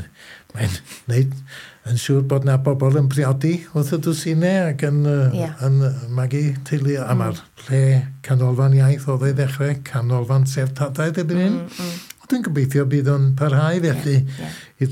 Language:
Welsh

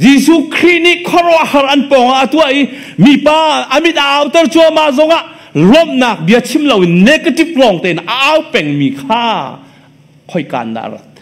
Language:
Hakha Chin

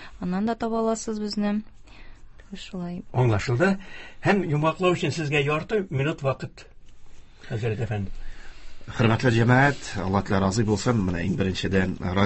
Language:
Tatar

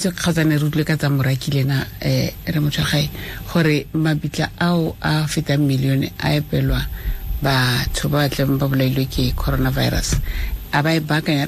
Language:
Tswana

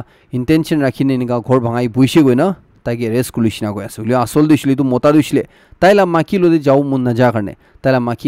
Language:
Naga Pidgin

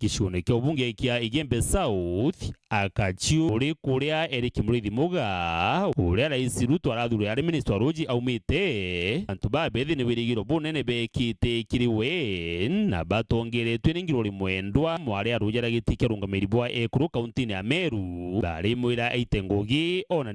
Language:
Meru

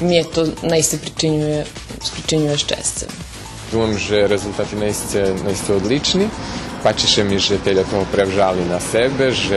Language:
Rusyn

